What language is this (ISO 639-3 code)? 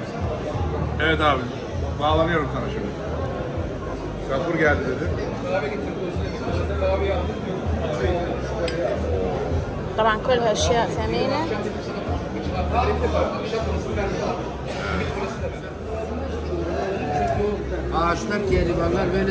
acm